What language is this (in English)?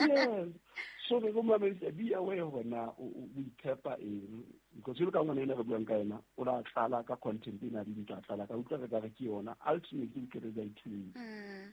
Southern Sotho